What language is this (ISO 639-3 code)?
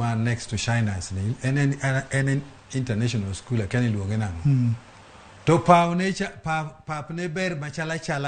luo